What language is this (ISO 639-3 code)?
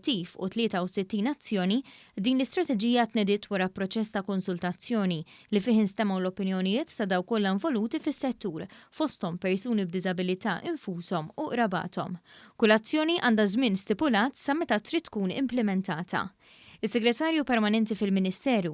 mlt